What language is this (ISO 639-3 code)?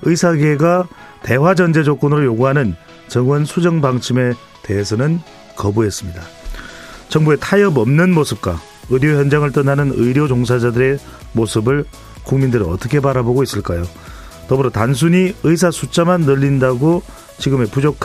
kor